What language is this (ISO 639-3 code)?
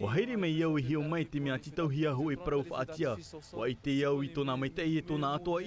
tah